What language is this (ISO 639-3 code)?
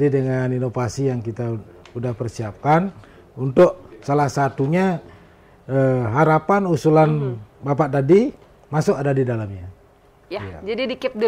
ind